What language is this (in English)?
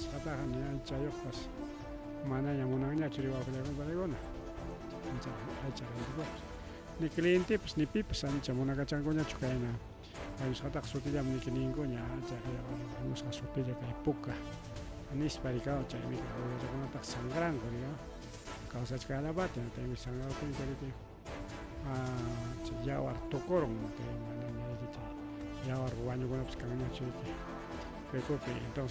Ayacucho Quechua